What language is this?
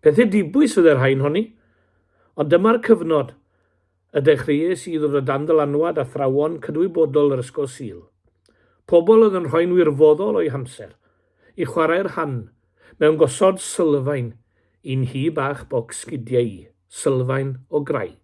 Welsh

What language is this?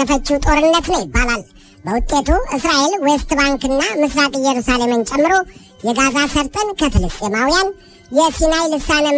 Amharic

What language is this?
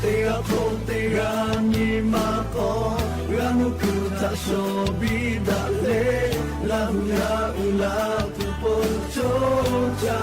Lahu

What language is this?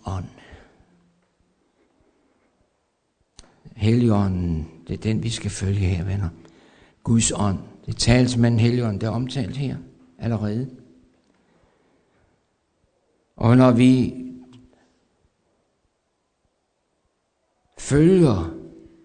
Danish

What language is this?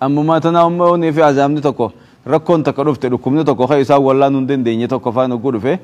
Oromo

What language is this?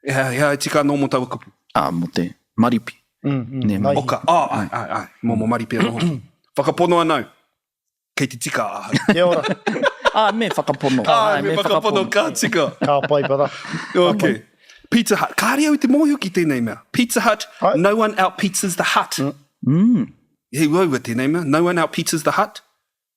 Māori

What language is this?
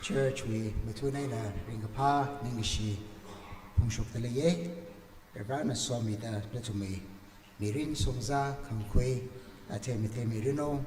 Tangkhul Naga (India)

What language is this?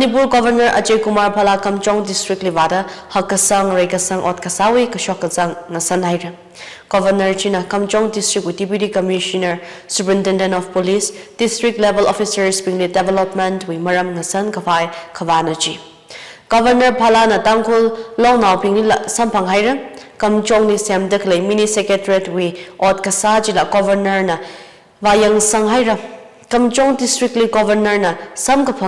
Tangkhul Naga (India)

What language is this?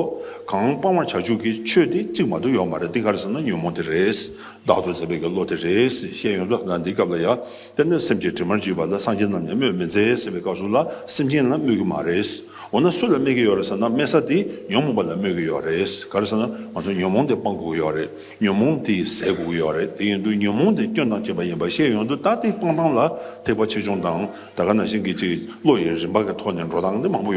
Tibetan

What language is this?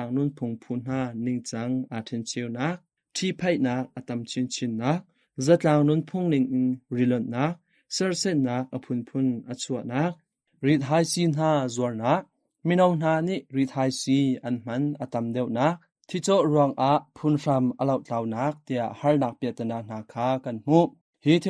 Hakha Chin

